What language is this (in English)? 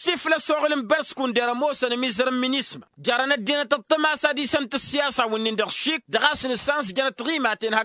Tamasheq